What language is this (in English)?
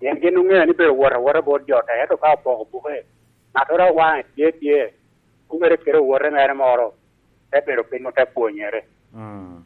Lango (Uganda)